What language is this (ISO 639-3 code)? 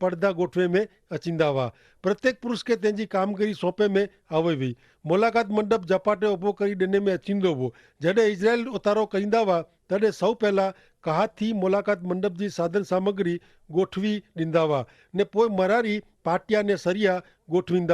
kfr